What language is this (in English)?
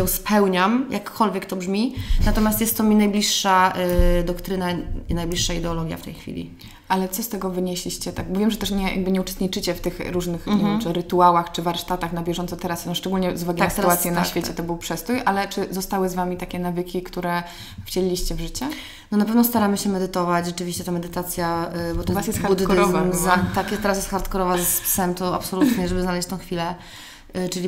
Polish